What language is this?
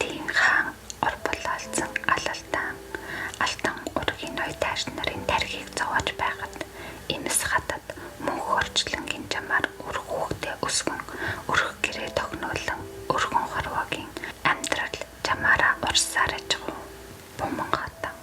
Mongolian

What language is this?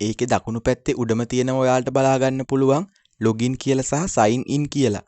Sinhala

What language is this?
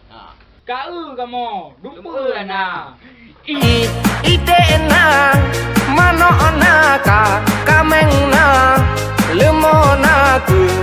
Achinese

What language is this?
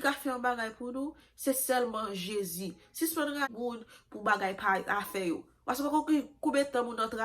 Haitian Creole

